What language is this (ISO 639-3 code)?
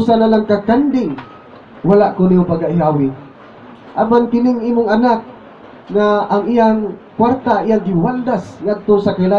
ceb